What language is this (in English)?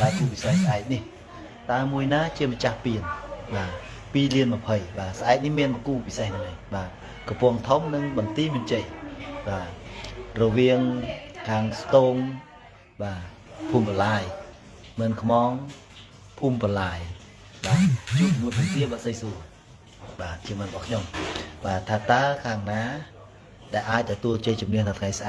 Khmer